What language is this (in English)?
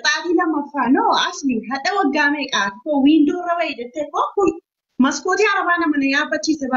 Oromo